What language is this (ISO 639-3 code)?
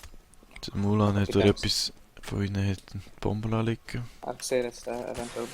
gsw